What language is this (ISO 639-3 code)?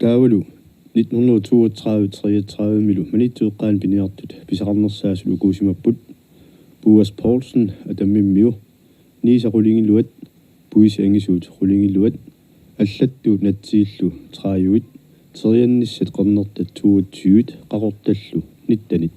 kal